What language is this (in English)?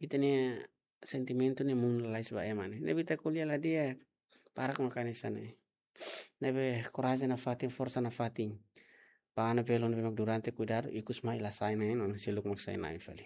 Tetum